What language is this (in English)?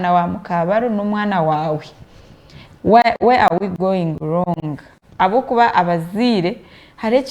Nyankole